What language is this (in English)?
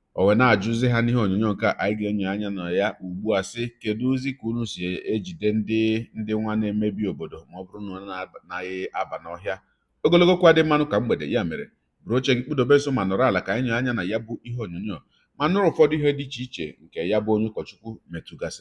Igbo